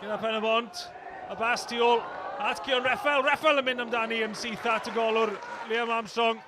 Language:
Welsh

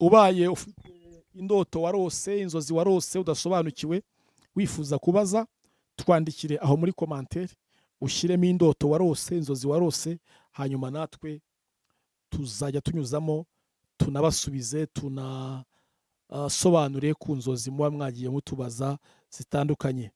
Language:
Kinyarwanda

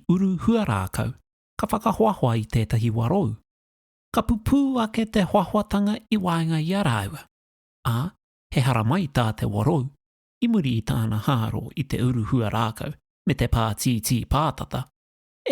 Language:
Māori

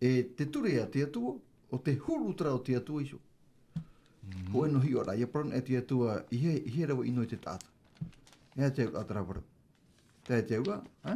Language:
Tahitian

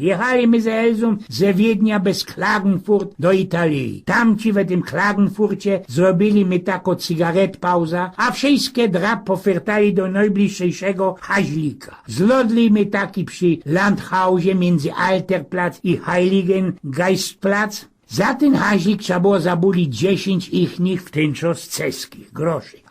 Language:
Silesian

